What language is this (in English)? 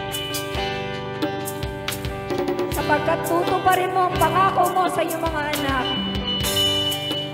Filipino